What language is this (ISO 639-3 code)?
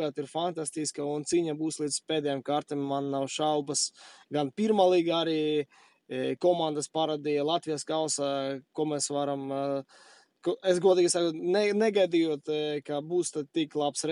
lav